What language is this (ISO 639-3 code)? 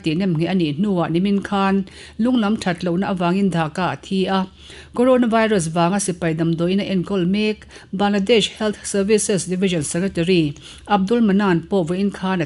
lus